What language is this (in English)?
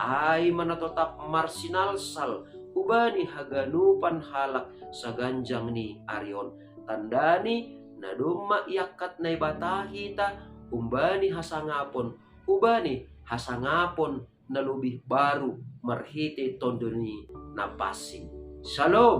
Batak Simalungun